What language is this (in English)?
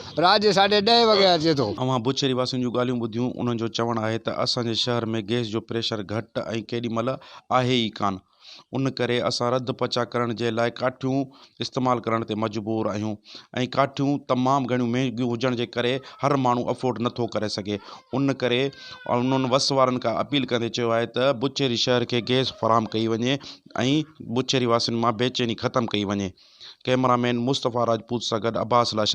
Sindhi